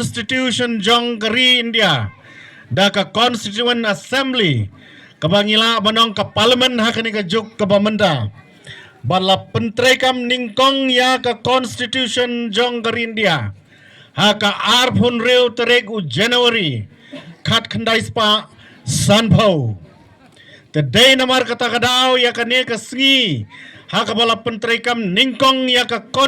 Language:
Khasi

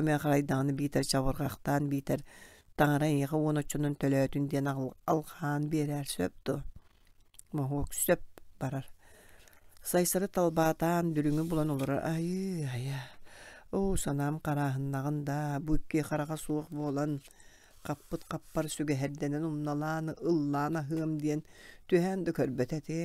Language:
Yakut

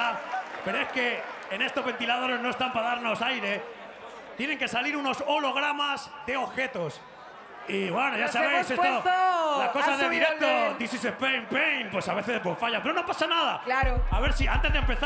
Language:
Spanish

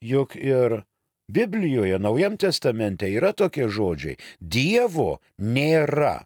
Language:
Lithuanian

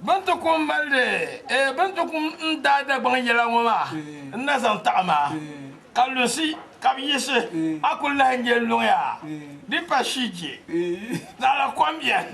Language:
Dagbani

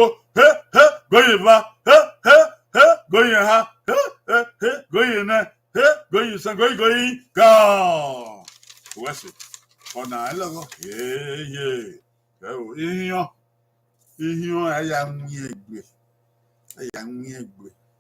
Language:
Bini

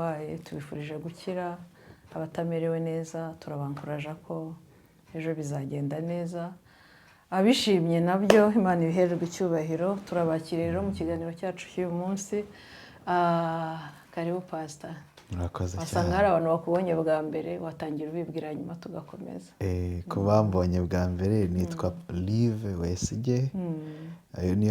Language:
Kinyarwanda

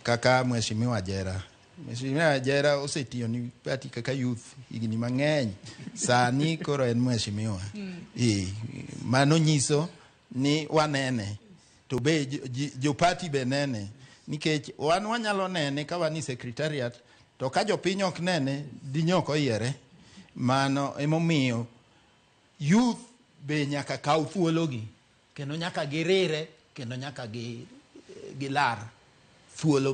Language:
Luo (Kenya and Tanzania)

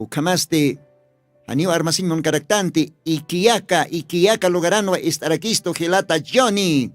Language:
Aymara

